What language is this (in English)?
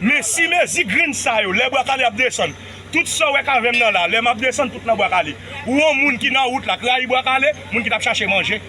Haitian Creole